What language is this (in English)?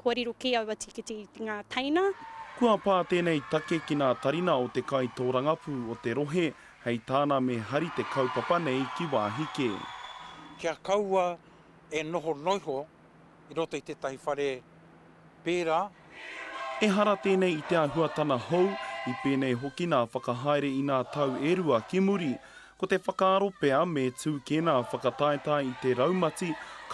Māori